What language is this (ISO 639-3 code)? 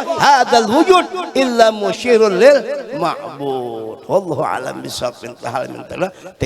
bjn